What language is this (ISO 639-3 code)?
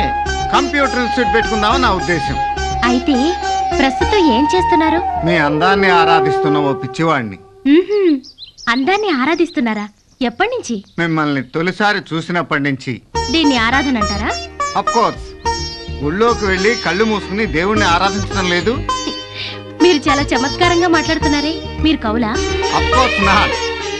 tel